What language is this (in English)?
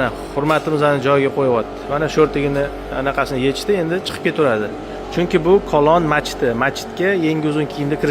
Uzbek